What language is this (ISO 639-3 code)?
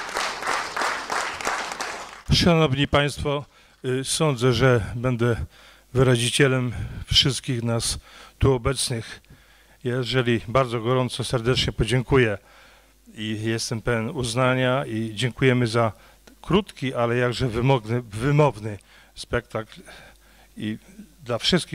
pol